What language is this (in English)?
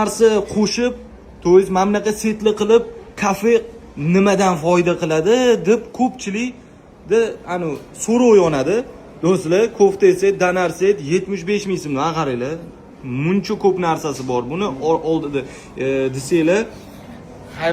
Uzbek